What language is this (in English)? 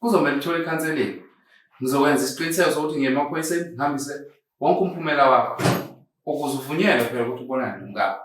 Zulu